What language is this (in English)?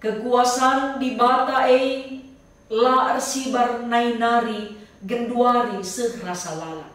Batak Karo